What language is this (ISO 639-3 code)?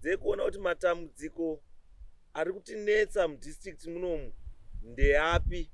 sna